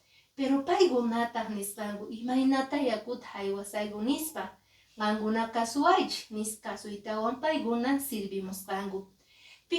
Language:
Quechua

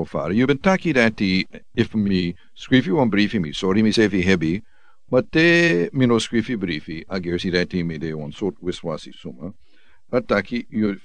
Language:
Sranan Tongo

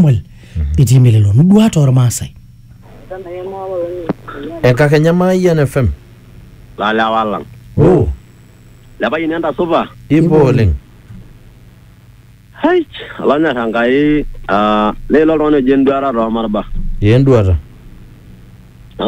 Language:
Masai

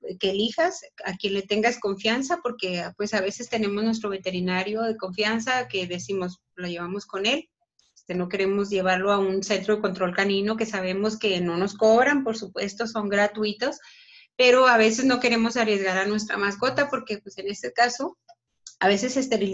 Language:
Spanish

